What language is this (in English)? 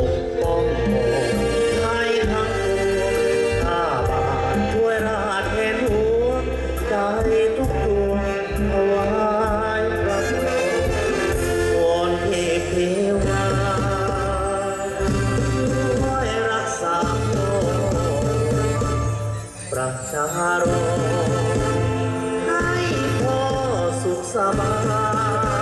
Thai